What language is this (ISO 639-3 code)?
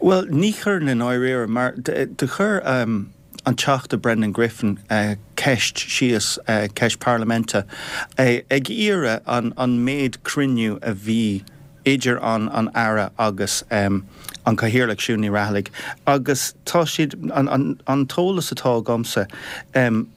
gle